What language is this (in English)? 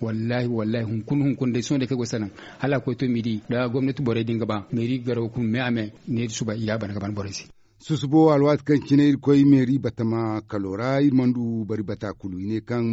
Zarma